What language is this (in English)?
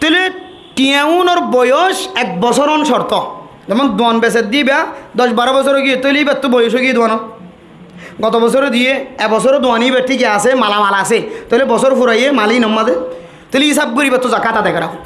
Rohingya